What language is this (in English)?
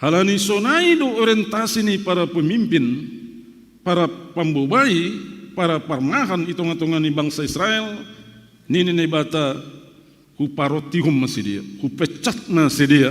Batak Simalungun